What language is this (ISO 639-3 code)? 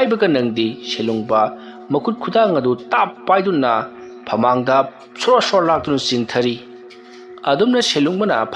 mni